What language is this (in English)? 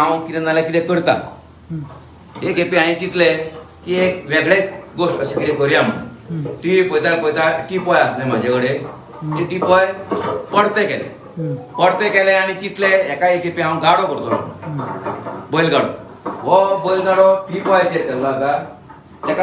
Konkani